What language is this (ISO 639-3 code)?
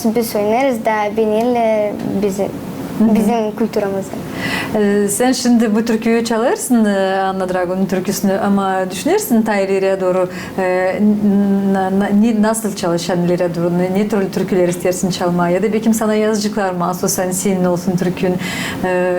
gag